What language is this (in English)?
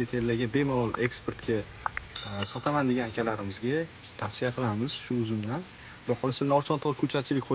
Uzbek